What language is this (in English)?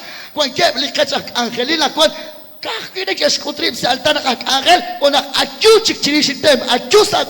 Kekchí